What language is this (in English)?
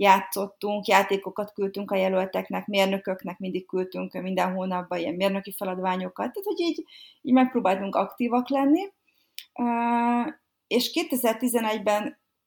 Hungarian